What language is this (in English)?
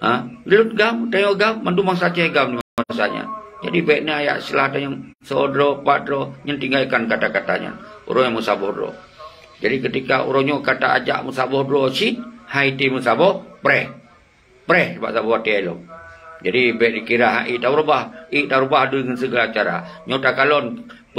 Achinese